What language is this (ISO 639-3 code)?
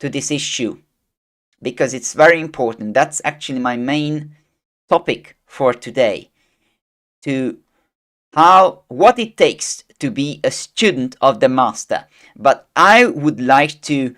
eng